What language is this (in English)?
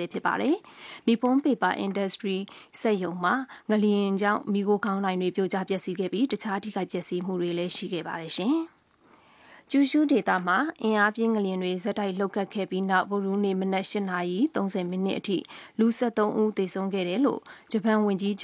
Burmese